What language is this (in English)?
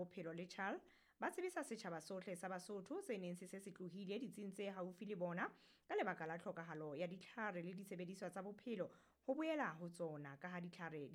Southern Sotho